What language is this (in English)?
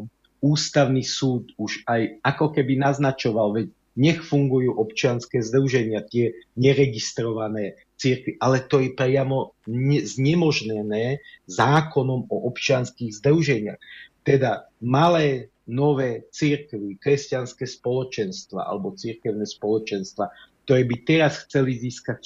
Slovak